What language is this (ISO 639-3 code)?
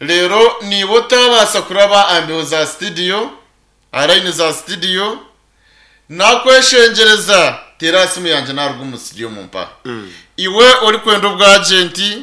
nyn